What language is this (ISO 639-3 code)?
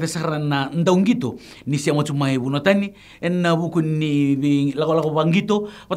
fij